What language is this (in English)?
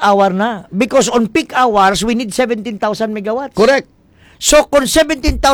Hiligaynon